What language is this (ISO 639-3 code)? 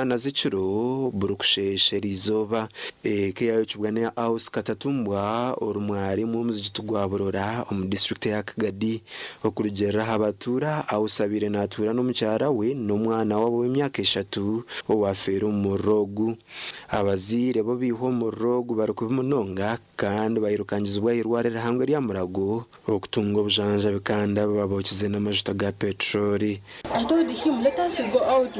nyn